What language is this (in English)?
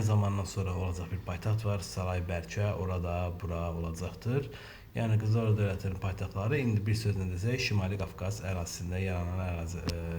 Azerbaijani